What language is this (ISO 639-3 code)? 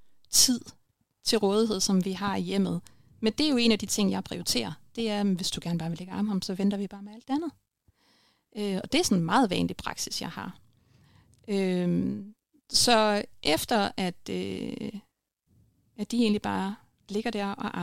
dan